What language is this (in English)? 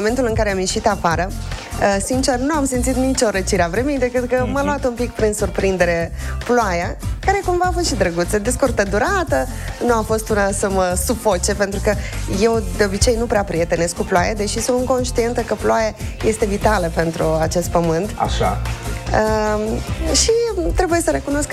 Romanian